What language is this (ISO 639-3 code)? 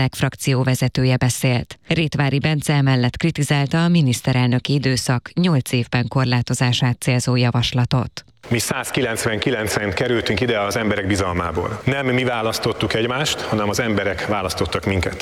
hun